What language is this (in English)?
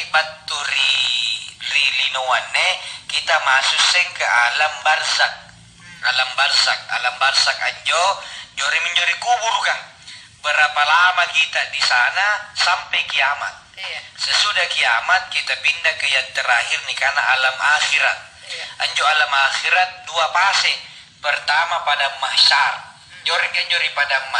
Makasar